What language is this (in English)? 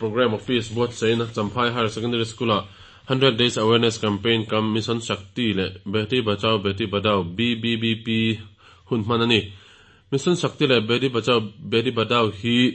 Mizo